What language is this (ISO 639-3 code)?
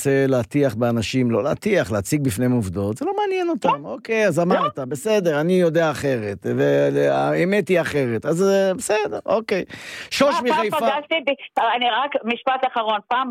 heb